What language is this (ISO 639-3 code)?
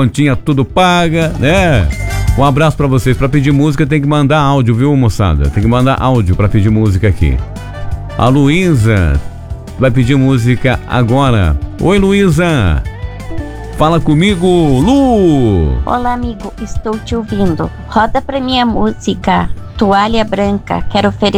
por